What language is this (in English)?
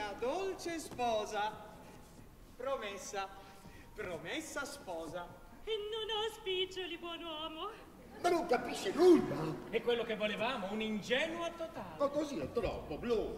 Italian